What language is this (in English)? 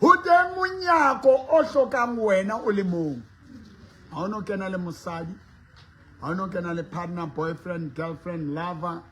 Southern Sotho